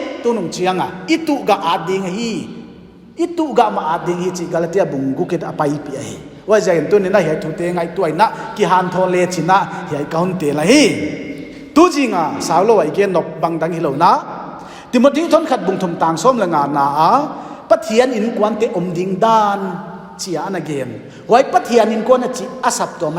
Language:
Paite Chin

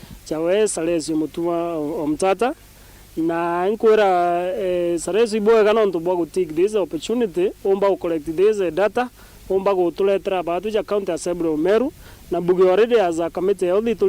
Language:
Meru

